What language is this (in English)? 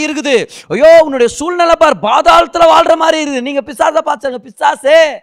Tamil